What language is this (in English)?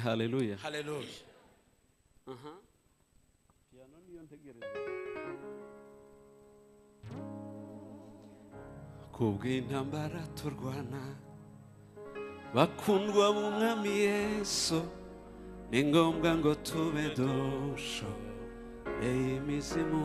Kinyarwanda